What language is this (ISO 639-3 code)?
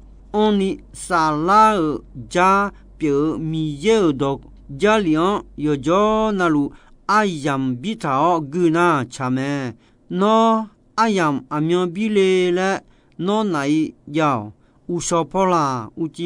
ahk